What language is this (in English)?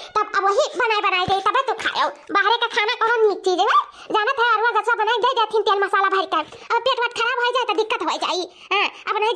Awadhi